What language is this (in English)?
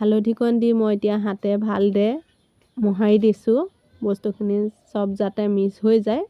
Assamese